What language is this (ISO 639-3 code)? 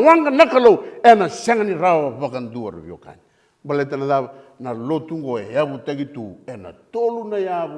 fij